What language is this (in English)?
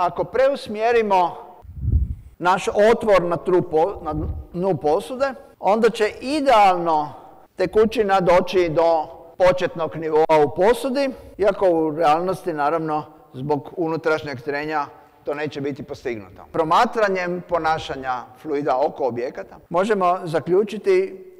Croatian